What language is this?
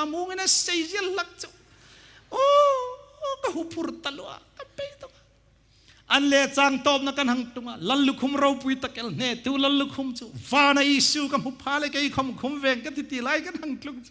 Hmar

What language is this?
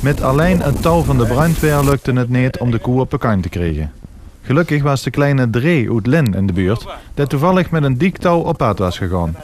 Limburgish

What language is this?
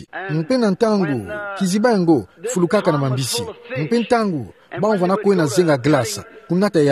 Kituba (Democratic Republic of Congo)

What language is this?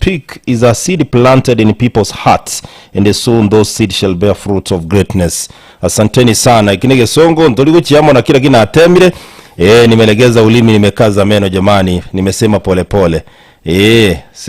Gusii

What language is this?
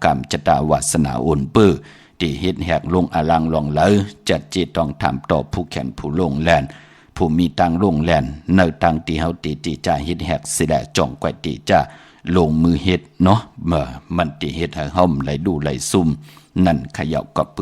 Shan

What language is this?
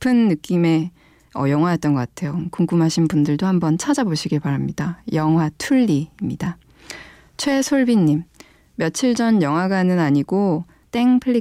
Korean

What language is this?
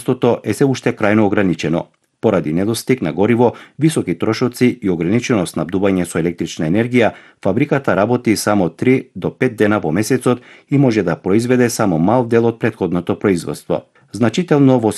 Macedonian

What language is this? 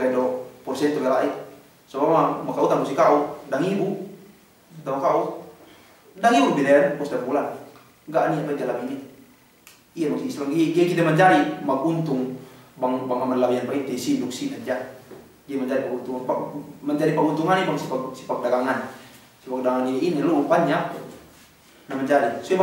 Yakan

